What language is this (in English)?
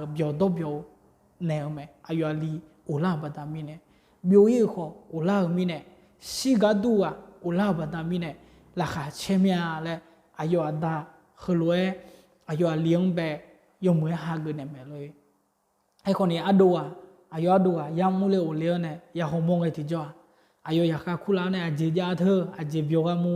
Akha